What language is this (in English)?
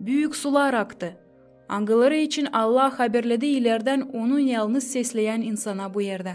Gagauz